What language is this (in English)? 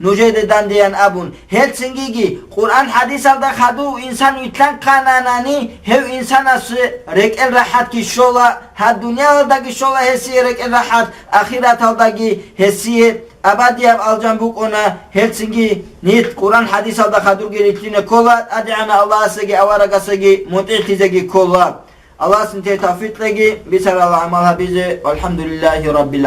Avaric